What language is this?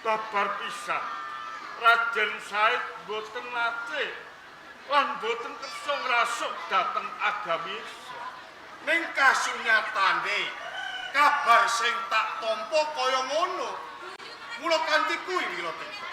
Javanese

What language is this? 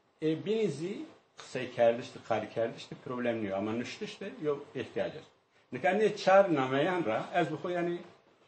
Zaza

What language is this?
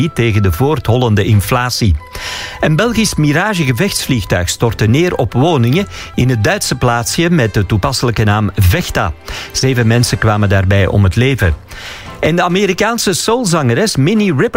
Dutch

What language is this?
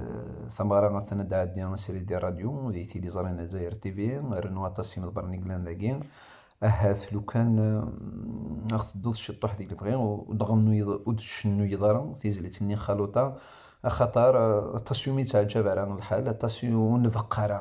Kabyle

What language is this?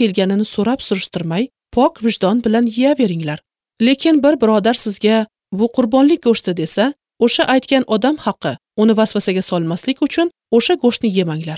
Uzbek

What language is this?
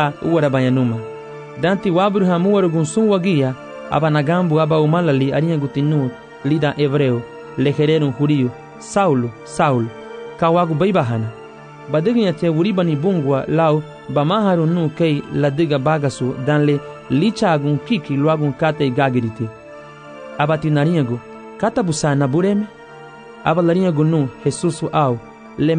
Garifuna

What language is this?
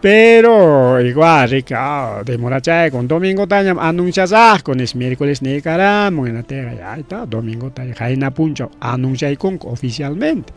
Ayacucho Quechua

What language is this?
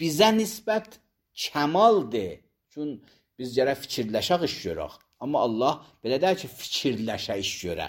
Azerbaijani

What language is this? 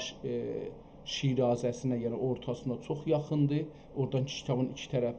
South Azerbaijani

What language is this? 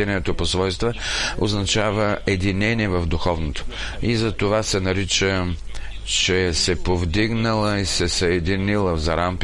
Bulgarian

